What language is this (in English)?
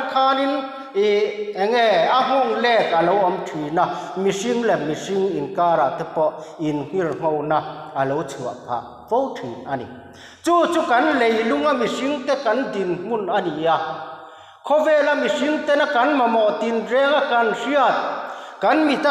Mizo